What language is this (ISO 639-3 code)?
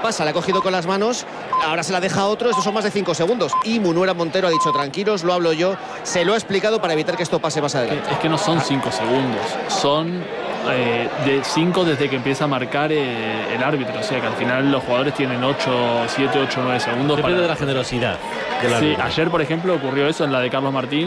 spa